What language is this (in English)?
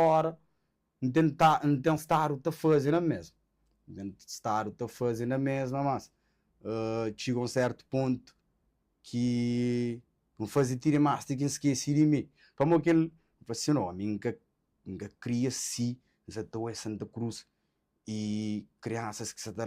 Kabuverdianu